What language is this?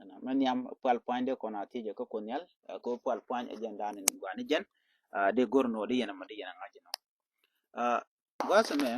Nuer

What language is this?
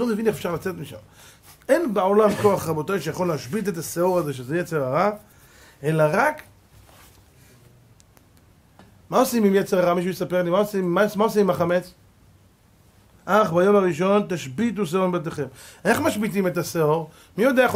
Hebrew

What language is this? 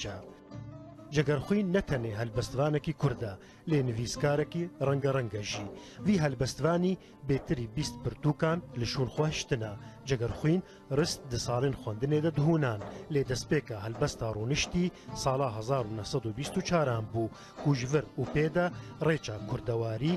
Kurdish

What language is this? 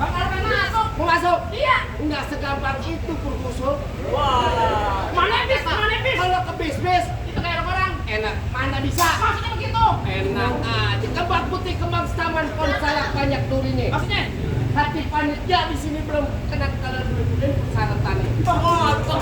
Betawi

